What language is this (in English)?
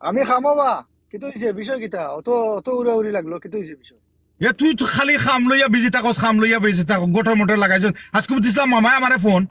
Sylheti